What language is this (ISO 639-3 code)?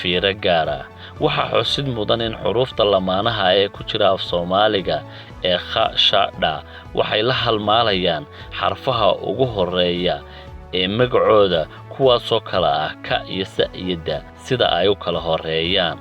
som